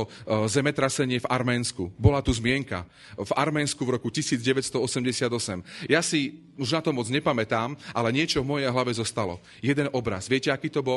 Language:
Slovak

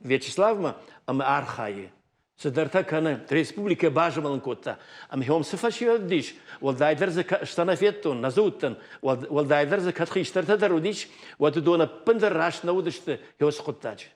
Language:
Ossetic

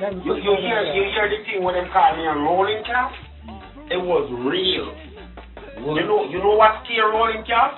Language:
Jamaican Creole English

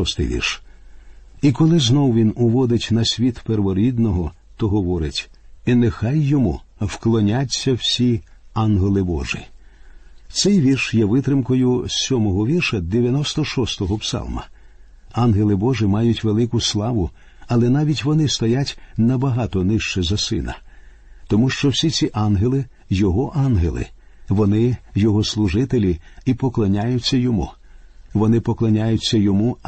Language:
Ukrainian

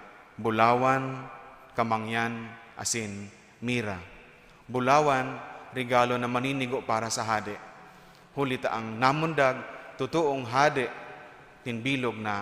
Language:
Bikol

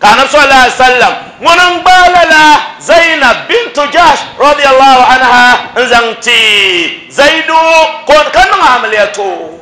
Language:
Dagbani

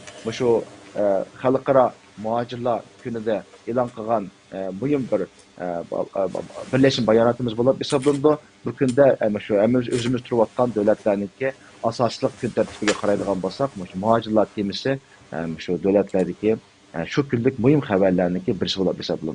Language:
Uyghur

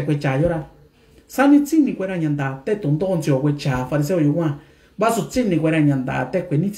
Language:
Mixtepec Mixtec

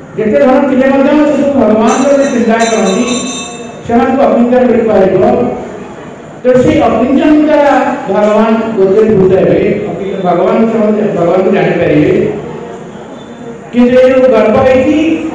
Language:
Odia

